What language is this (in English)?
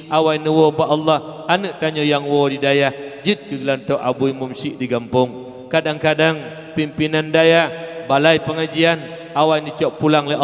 Achinese